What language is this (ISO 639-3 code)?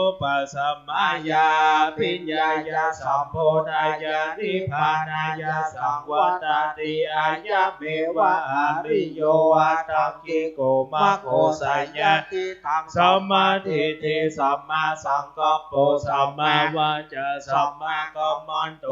pli